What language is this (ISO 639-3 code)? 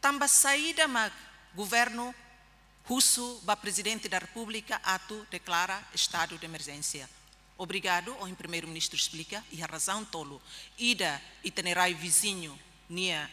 tet